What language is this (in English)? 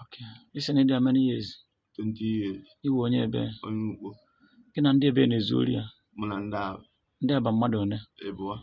Igbo